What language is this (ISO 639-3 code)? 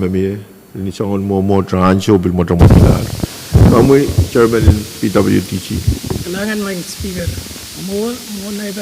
pon